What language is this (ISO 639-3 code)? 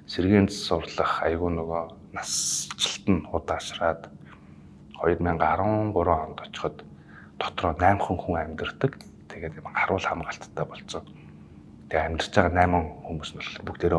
mon